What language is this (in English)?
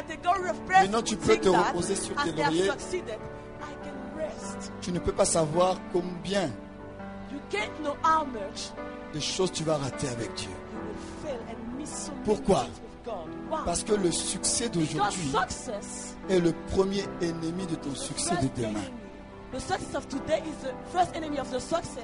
French